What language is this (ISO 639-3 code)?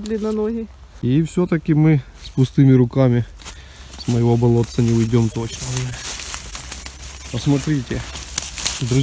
rus